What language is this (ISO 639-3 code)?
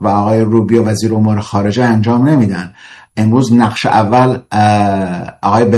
fas